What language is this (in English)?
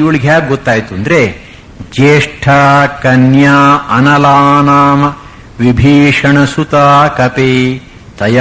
Kannada